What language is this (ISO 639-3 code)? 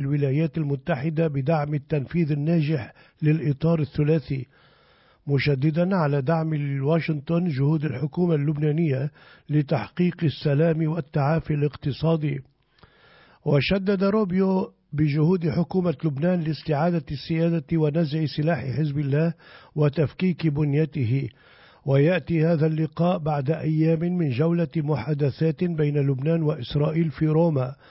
ara